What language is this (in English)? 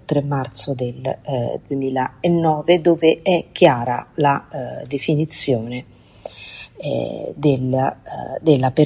Italian